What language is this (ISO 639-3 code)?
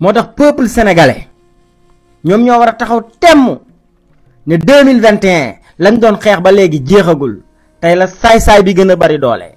wol